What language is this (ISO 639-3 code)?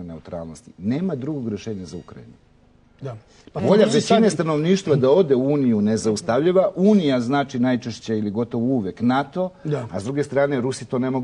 srp